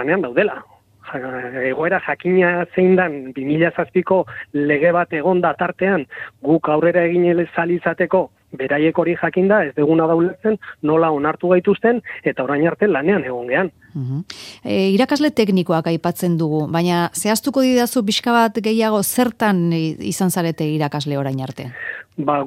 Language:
Basque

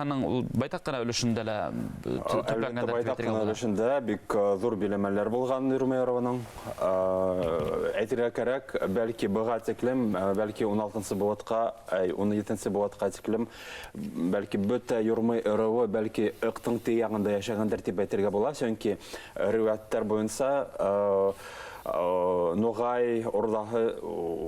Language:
Bashkir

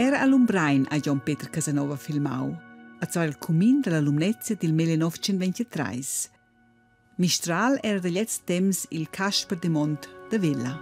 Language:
Romansh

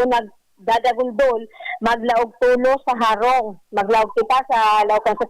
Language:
Bikol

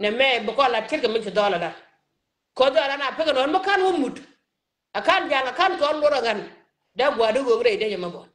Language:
Nuer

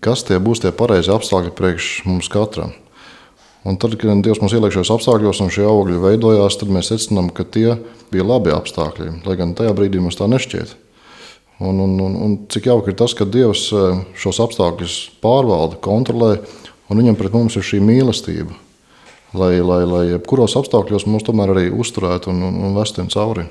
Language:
Latvian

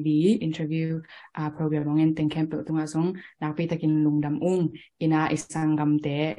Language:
Tedim Chin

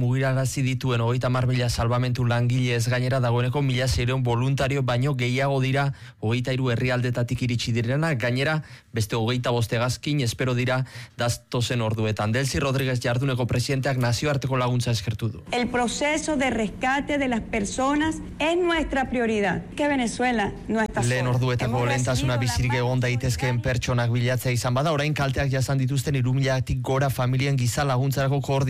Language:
Basque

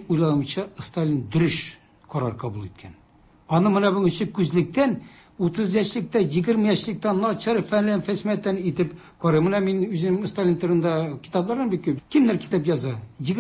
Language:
Tatar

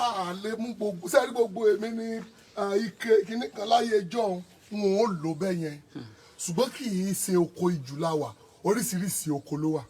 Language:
Yoruba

